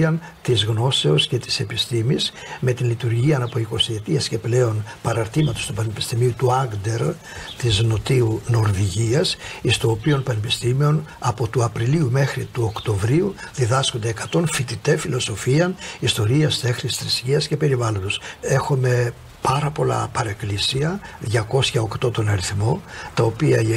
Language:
Greek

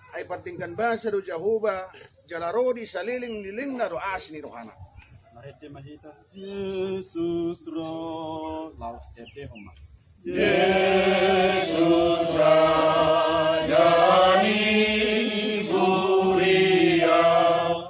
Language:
Batak Toba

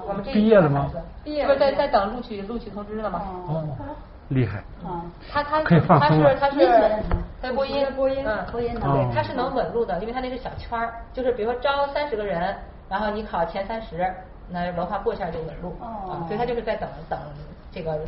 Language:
Chinese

